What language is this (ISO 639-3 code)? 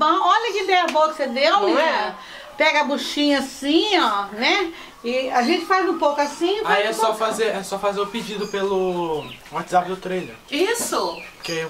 por